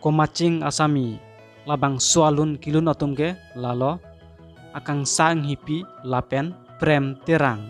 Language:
Karbi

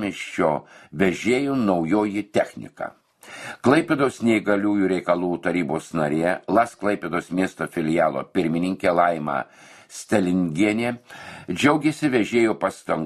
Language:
Lithuanian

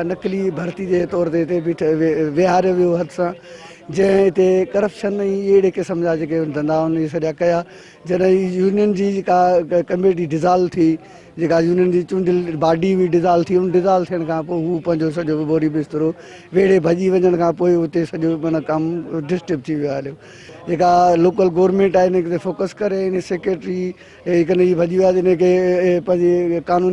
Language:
Sindhi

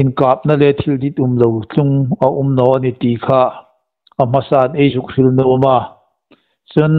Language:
Hmar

